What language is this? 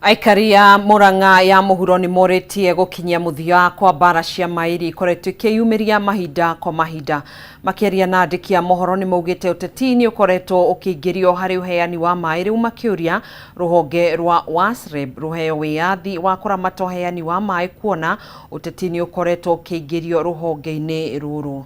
Kikuyu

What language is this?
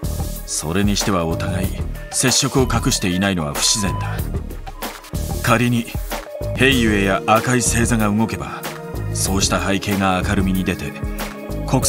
Japanese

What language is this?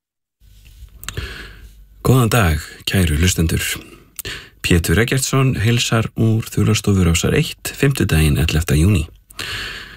Icelandic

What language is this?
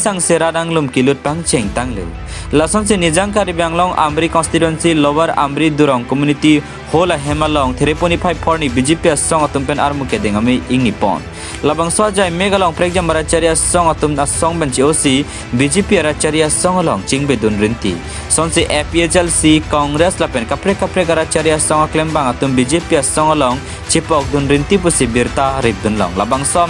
Karbi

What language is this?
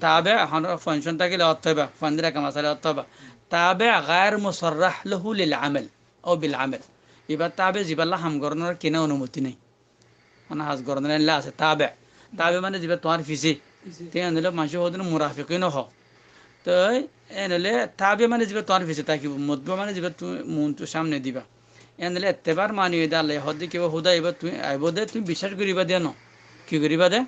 Rohingya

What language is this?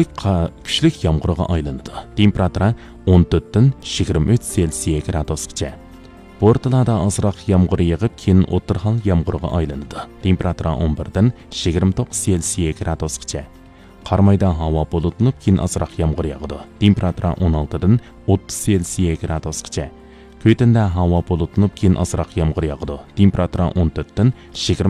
Uyghur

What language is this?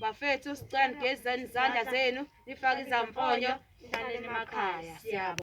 Zulu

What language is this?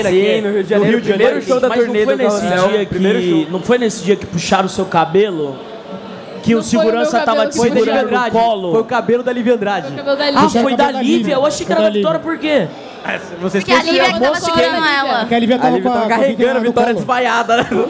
Portuguese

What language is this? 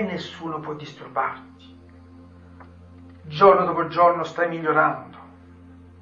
Italian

